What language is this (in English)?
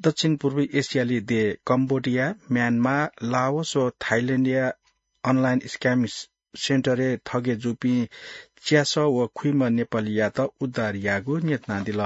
Newari